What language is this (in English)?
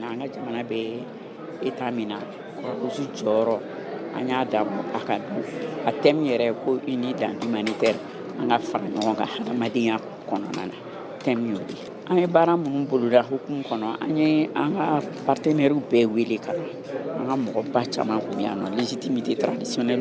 Bambara